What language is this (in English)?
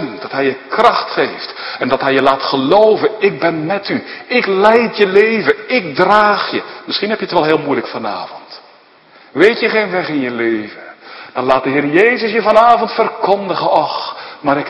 Dutch